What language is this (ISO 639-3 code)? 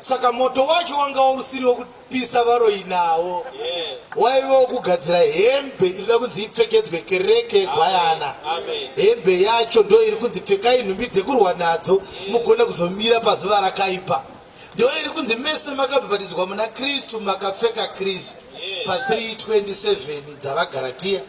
sna